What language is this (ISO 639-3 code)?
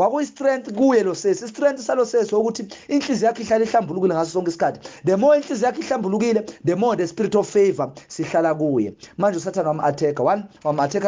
zul